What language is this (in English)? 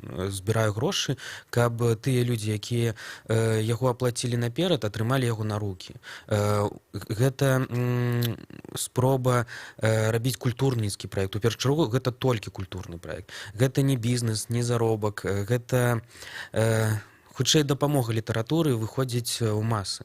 Belarusian